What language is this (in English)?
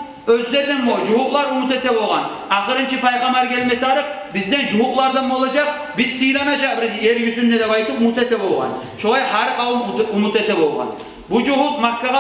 Kumyk